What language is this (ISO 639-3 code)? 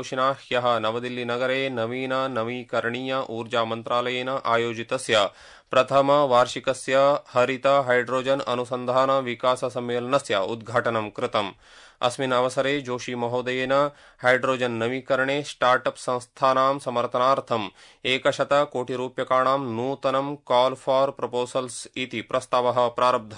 san